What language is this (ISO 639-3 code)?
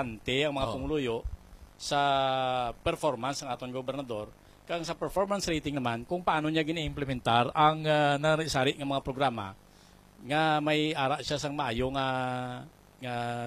hil